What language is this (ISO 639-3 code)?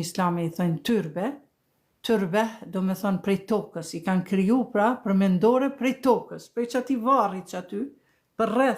sqi